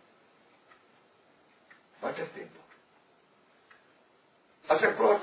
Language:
Afrikaans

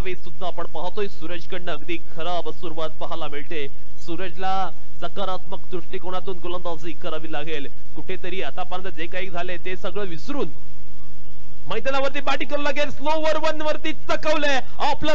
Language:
Marathi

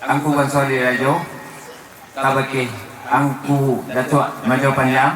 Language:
Minangkabau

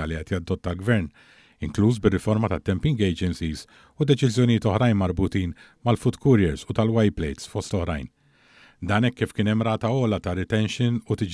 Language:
Maltese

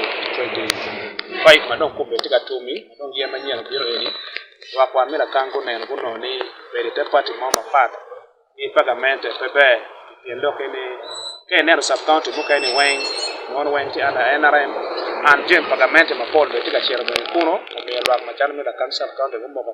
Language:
Acoli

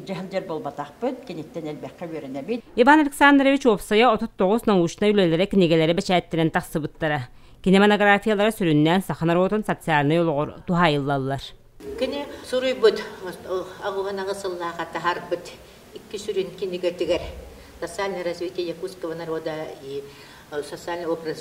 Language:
Yakut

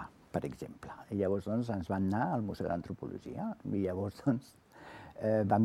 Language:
Catalan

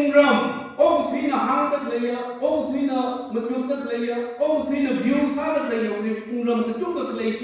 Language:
Tangkhul Naga (India)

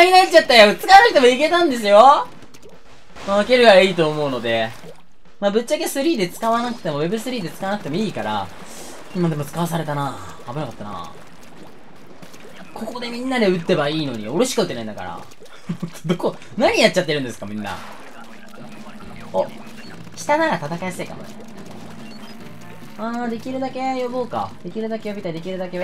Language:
Japanese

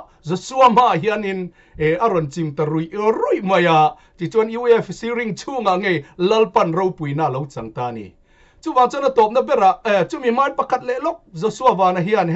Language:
Mizo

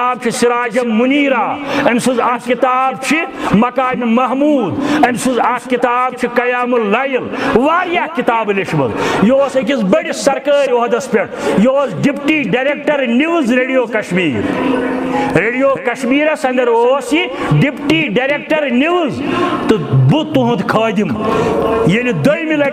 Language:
Kashmiri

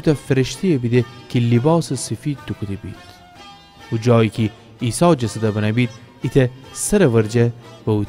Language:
Gilaki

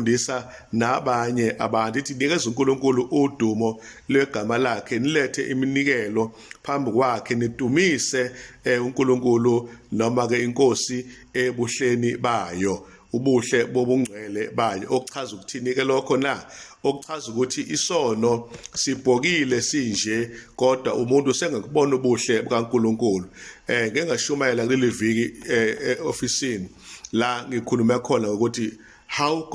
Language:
Zulu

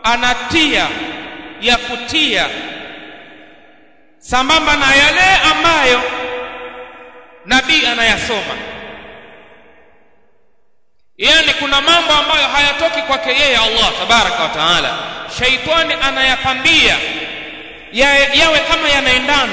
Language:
Swahili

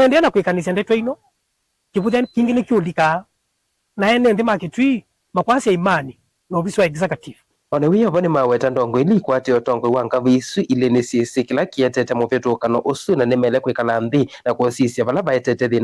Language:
Kamba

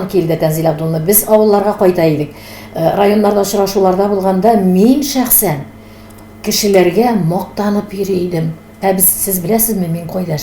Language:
Tatar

